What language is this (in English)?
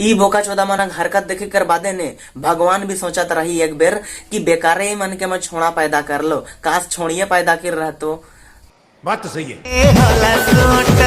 Sadri